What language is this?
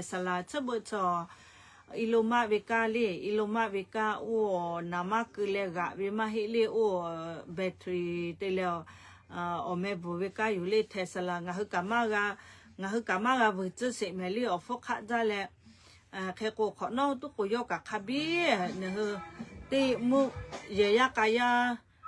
Lahu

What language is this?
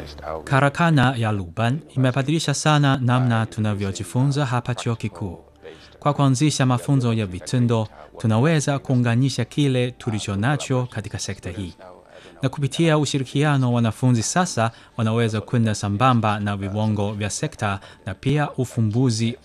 Swahili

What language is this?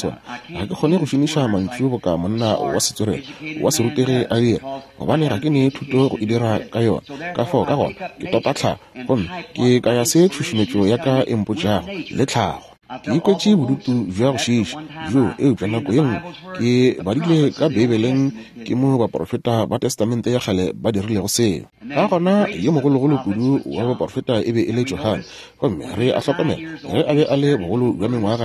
Northern Sotho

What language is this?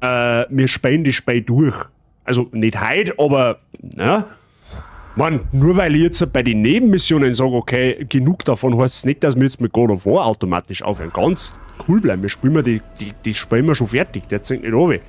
Bavarian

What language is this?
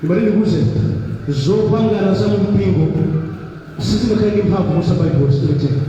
Nyanja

